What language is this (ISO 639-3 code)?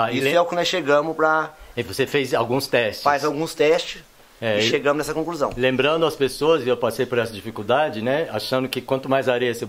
por